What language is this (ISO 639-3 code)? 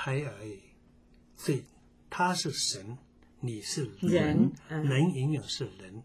zho